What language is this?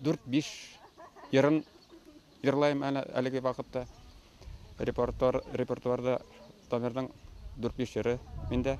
Bashkir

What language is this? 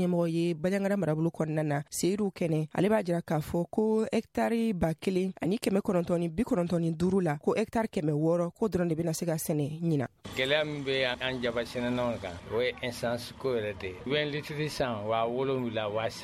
Bambara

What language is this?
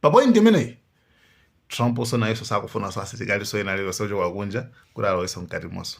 Nyanja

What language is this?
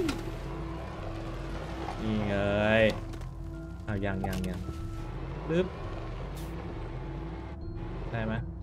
Thai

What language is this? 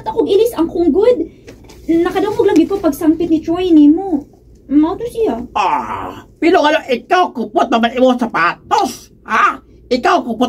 Cebuano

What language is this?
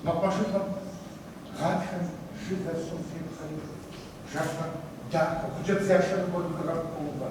Kabardian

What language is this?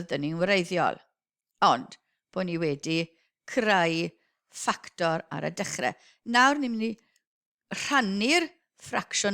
Welsh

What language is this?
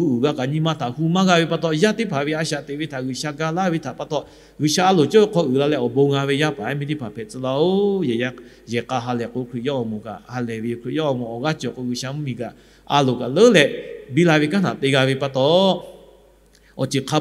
Lahu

